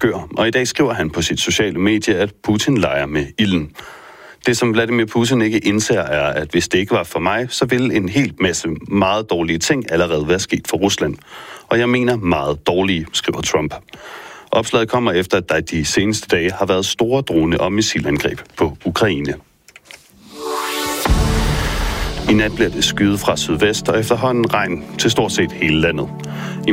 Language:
Danish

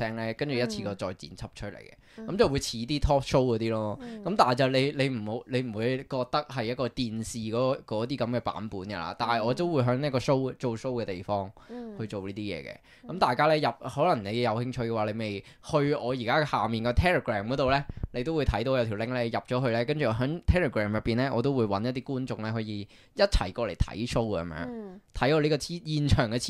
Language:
Cantonese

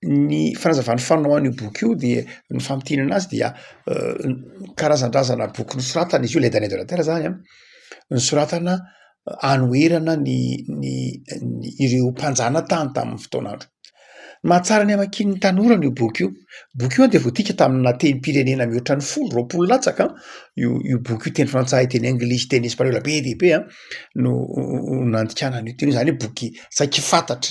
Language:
Malagasy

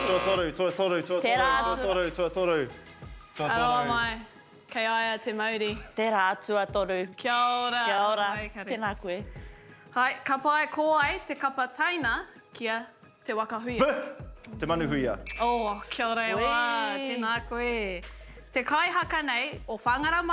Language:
Māori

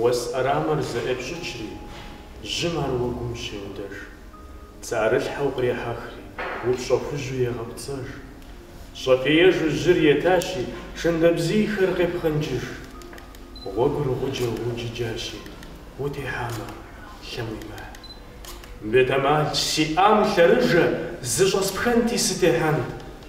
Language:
Kabardian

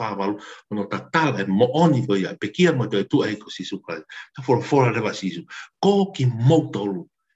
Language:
Tongan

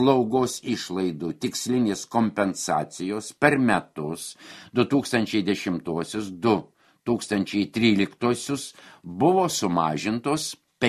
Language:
Lithuanian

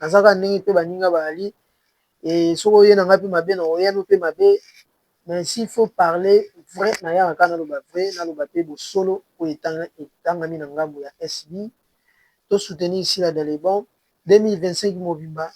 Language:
Lingala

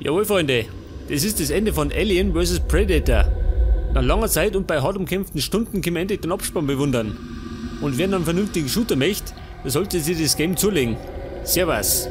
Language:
Bavarian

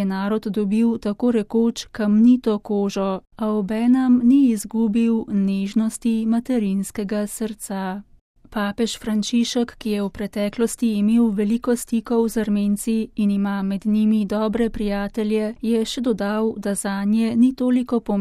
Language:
Slovenian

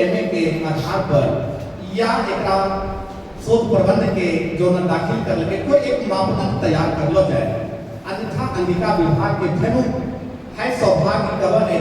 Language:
Angika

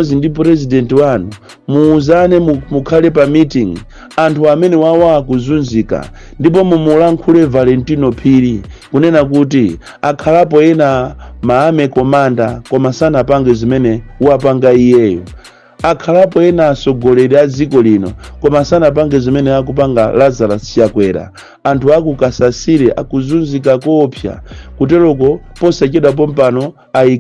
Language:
Nyanja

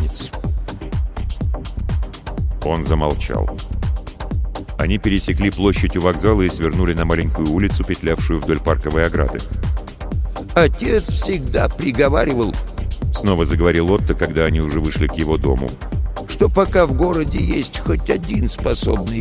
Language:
Russian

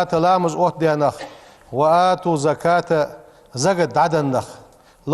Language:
Ingush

